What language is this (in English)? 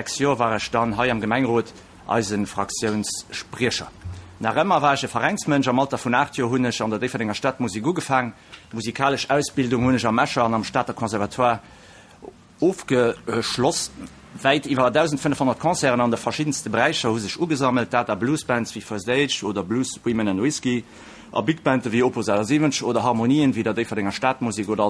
Luxembourgish